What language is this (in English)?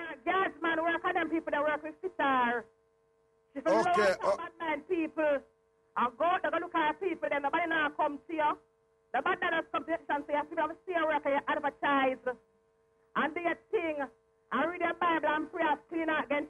Jamaican Creole English